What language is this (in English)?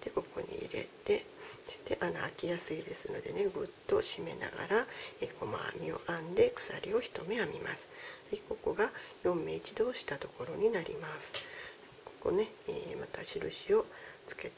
Japanese